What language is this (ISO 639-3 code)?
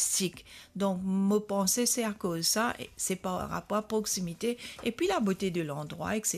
mfe